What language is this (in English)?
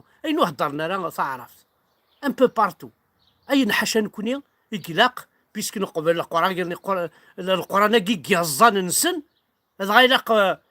Kabyle